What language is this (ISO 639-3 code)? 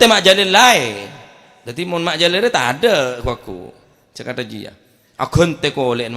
mad